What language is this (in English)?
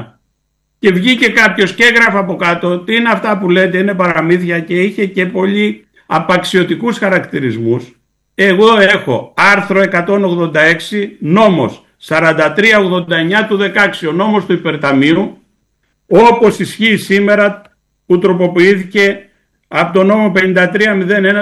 Greek